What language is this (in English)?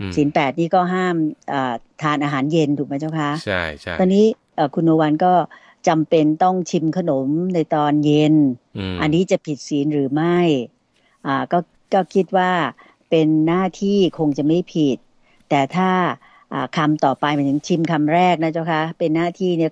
Thai